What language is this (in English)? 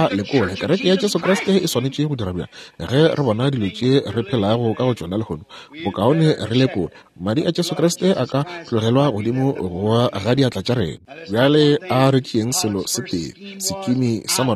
Northern Sotho